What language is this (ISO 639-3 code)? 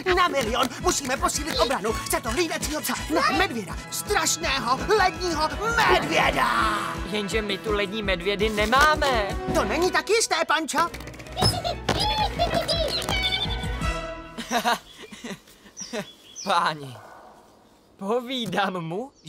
ces